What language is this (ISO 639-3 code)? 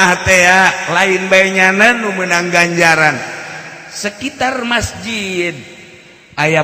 sun